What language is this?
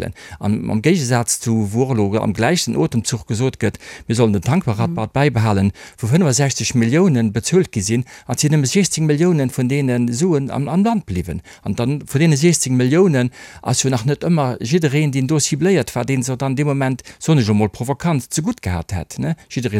Luxembourgish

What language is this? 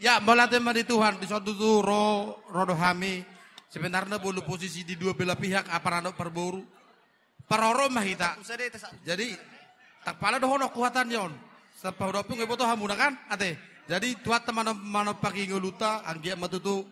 Batak Toba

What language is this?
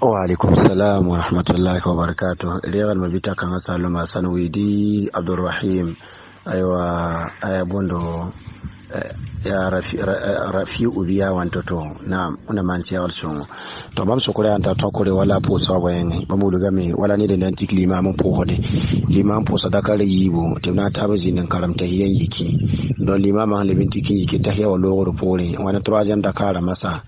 Mossi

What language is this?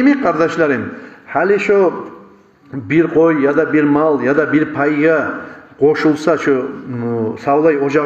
Kumyk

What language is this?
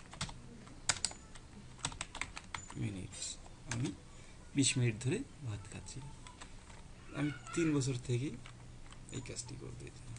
Bangla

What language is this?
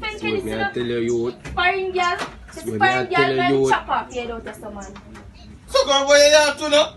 Jamaican Creole English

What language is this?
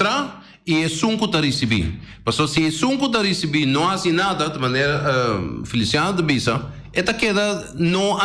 Papiamento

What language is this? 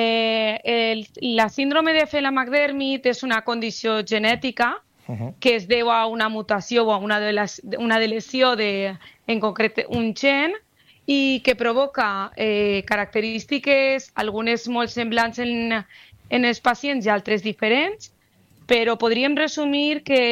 Catalan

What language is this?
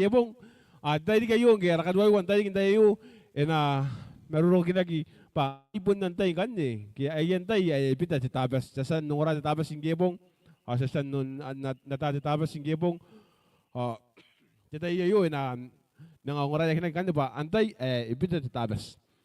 Gilbertese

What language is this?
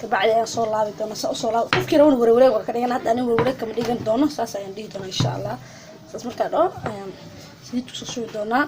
Somali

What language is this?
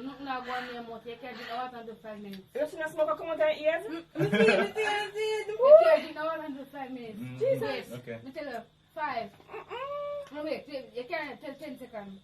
Jamaican Creole English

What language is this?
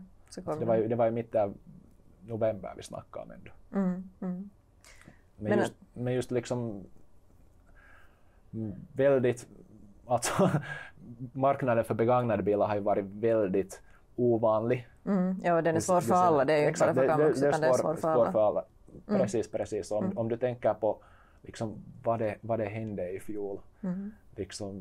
Swedish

